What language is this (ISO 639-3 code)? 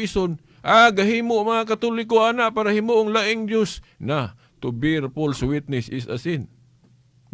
ceb